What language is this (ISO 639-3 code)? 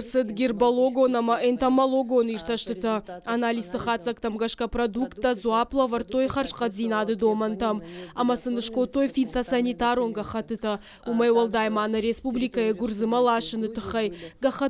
oss